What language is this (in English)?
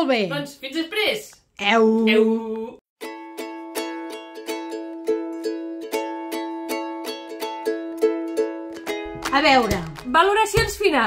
Catalan